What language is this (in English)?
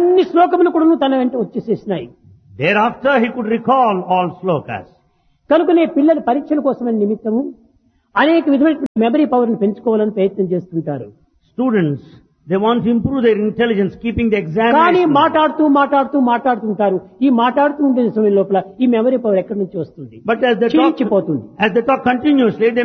Telugu